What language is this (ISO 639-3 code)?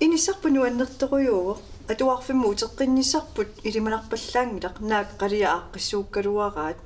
kal